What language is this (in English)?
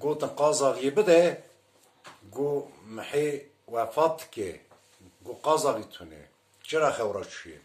Kurdish